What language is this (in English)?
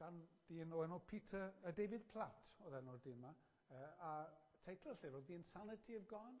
Welsh